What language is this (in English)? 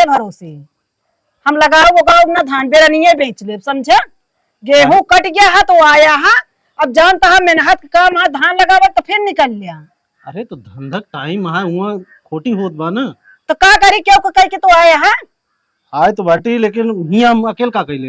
Awadhi